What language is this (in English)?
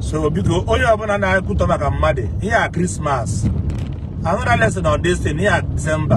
Igbo